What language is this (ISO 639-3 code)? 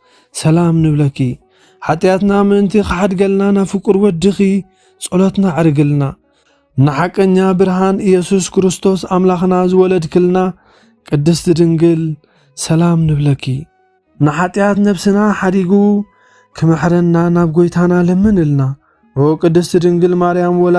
tir